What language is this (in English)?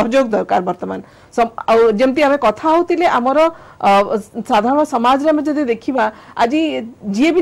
Odia